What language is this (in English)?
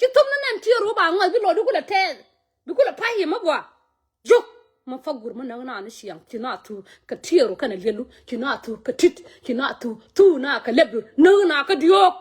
Nuer